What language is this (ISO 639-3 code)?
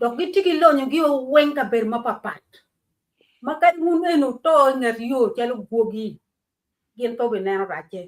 ach